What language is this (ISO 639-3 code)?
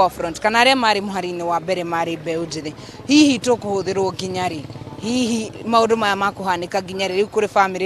kik